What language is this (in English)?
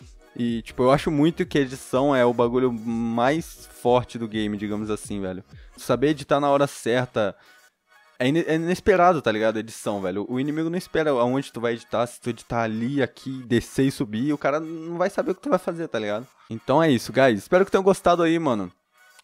Portuguese